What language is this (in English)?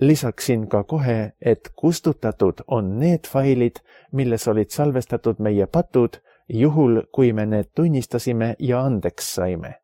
Estonian